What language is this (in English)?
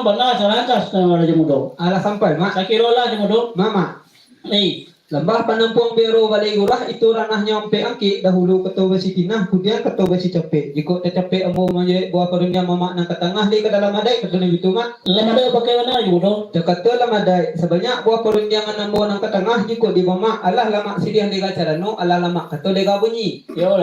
Minangkabau